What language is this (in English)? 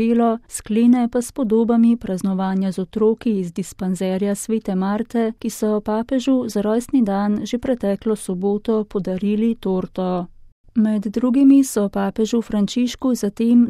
Slovenian